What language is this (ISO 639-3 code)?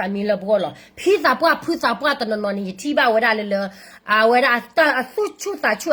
ksw